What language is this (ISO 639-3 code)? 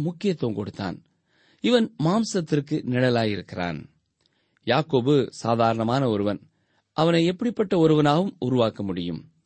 tam